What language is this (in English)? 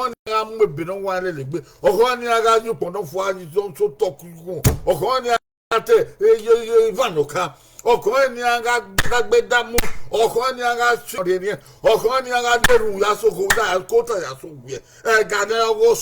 Bini